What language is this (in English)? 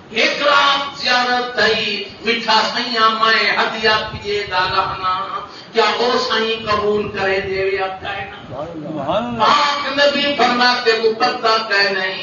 Saraiki